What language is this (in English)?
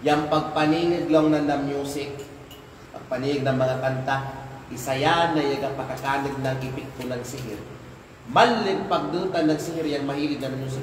Kalagan